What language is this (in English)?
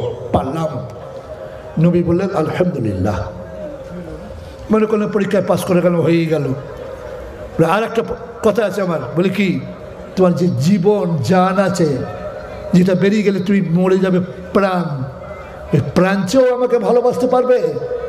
Bangla